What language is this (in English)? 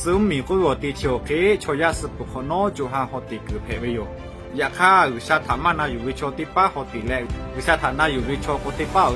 Lahu